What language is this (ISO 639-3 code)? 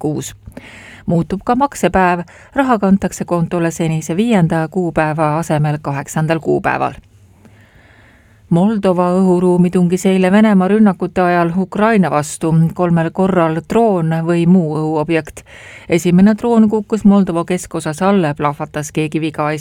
est